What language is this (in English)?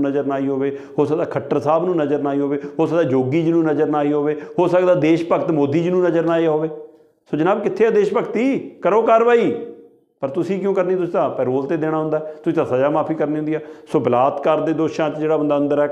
Punjabi